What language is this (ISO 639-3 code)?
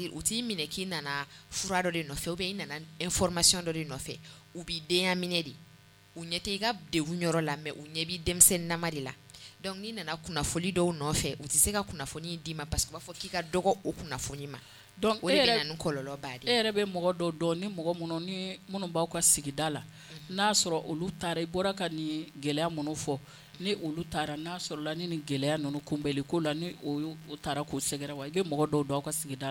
bam